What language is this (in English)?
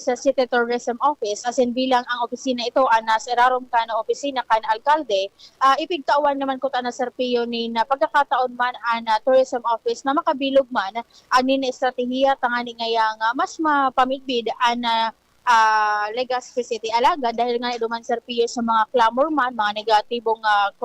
Bikol